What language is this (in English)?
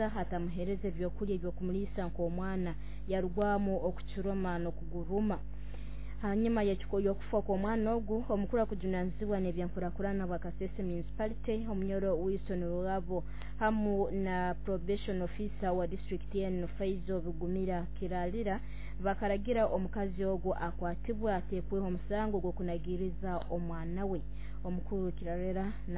Nyoro